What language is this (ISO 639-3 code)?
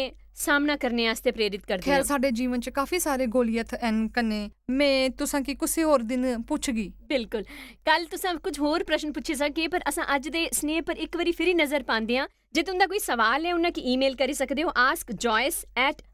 doi